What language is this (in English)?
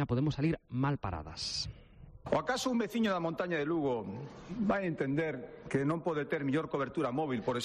Galician